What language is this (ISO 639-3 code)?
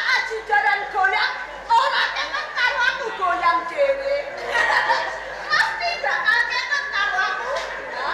jav